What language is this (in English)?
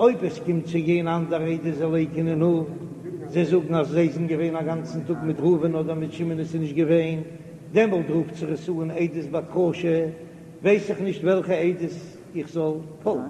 Yiddish